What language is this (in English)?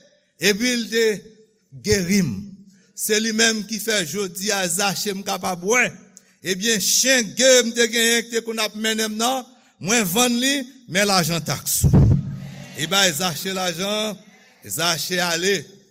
Haitian Creole